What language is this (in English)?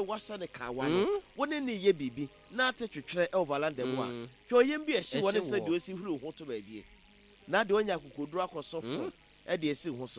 Akan